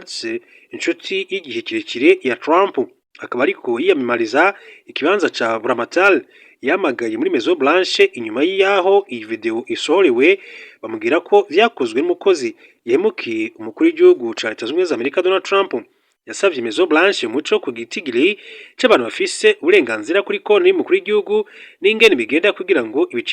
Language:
Rundi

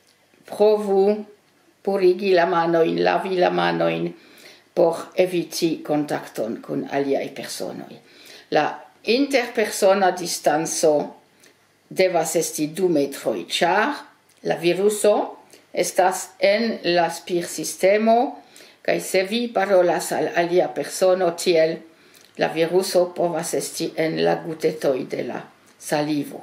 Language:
Esperanto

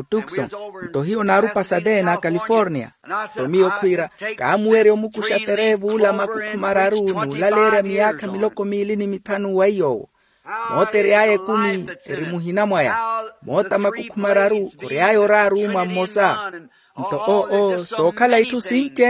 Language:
Makhuwa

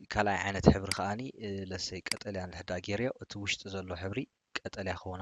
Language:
Tigrinya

